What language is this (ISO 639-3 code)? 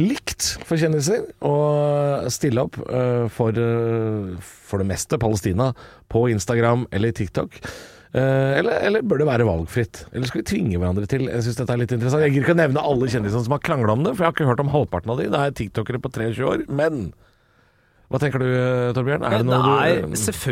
nor